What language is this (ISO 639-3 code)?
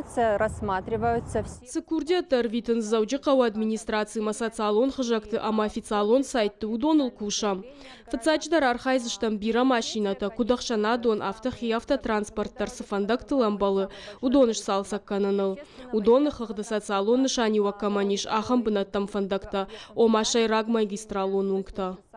oss